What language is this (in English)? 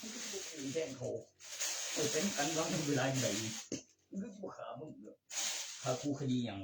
Northeastern Thai